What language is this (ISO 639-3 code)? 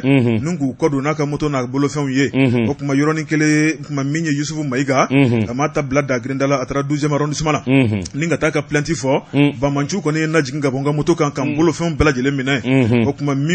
bam